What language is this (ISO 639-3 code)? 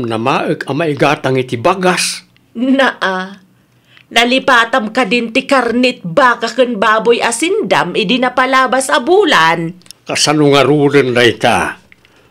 ilo